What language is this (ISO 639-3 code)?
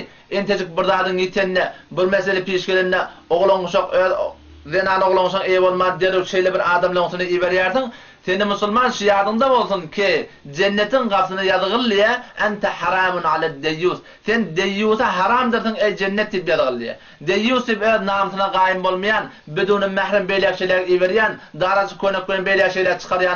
tuk